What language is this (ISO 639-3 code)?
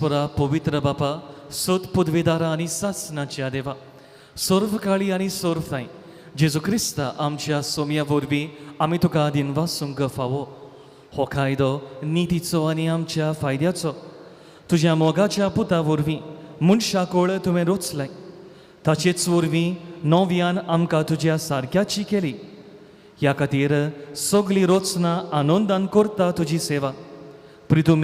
kok